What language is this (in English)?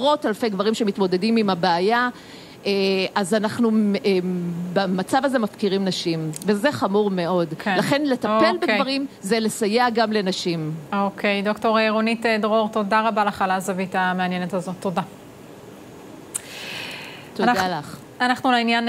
Hebrew